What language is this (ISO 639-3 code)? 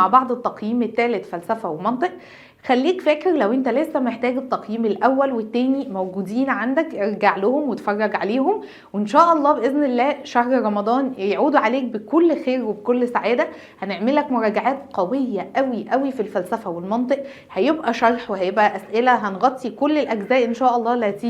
arz